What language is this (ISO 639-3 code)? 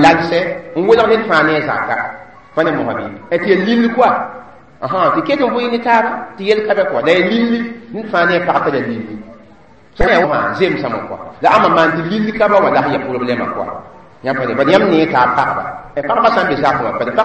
mos